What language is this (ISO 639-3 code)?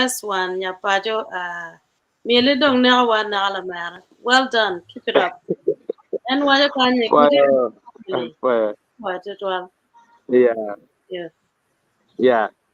ach